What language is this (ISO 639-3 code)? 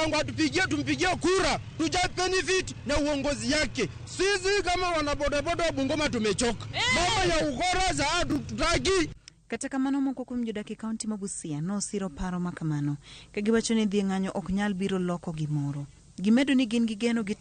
luo